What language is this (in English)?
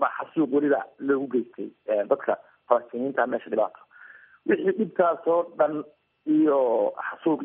Somali